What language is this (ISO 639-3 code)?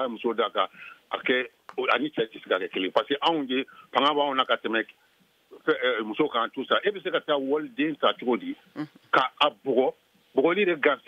bam